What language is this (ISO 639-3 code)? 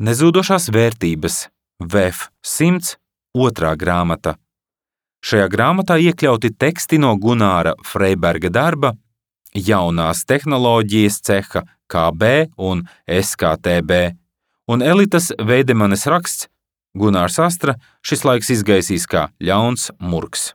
lav